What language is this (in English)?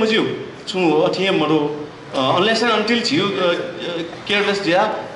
Newari